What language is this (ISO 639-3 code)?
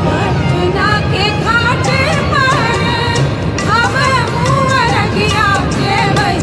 mai